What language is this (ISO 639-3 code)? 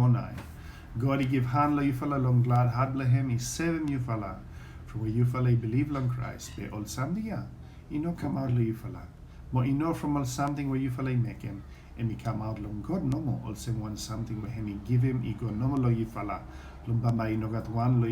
bis